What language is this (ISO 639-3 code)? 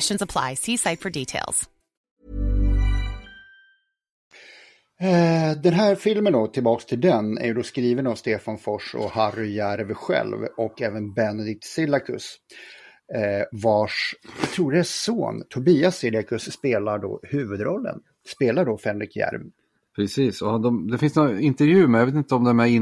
swe